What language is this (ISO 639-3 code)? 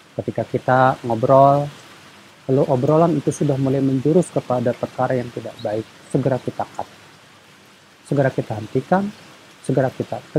ind